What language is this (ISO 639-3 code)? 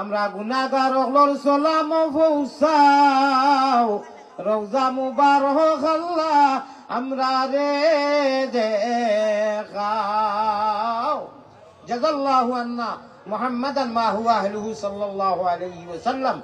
syl